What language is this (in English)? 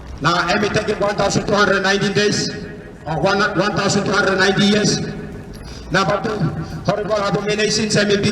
Tok Pisin